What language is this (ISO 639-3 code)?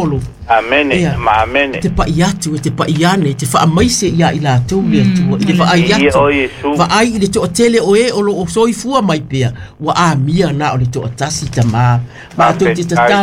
smo